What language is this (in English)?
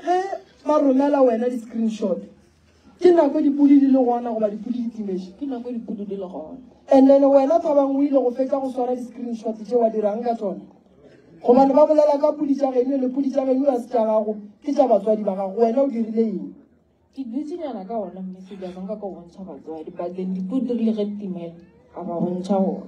Northern Sotho